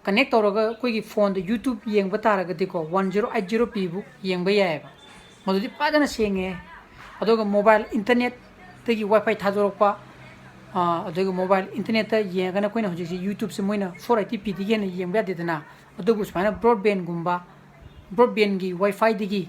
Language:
Manipuri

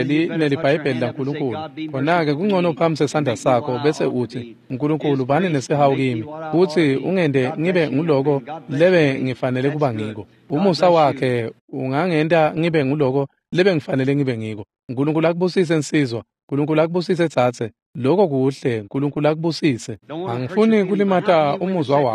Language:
Swati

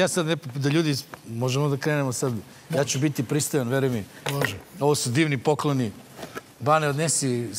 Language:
Serbian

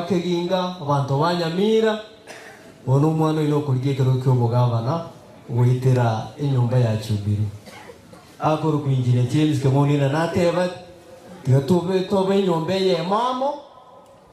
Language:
Gusii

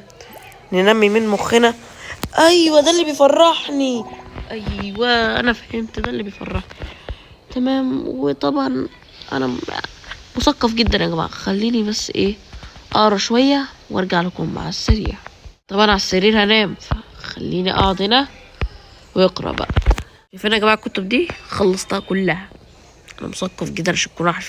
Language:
Egyptian Arabic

